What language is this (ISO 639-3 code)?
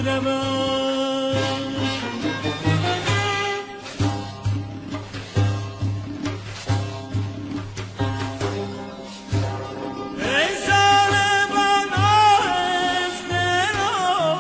fas